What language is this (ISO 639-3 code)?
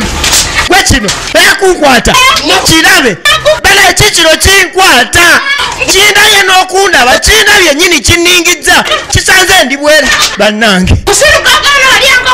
lug